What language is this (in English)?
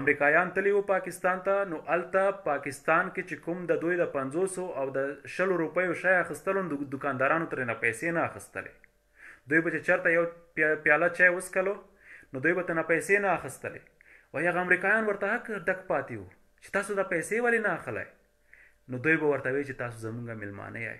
Pashto